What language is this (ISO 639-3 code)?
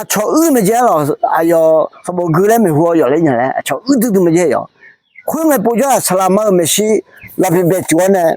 ahk